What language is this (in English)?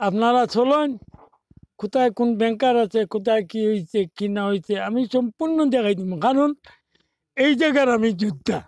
Sylheti